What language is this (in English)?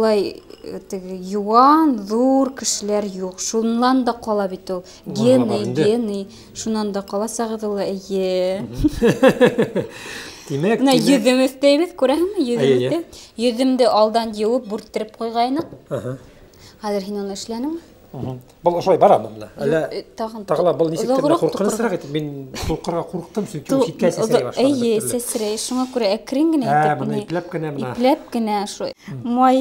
Bashkir